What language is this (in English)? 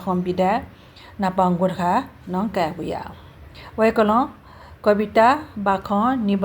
Newari